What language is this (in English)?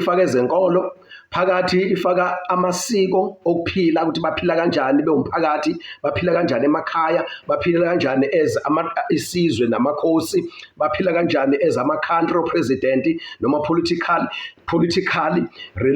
Zulu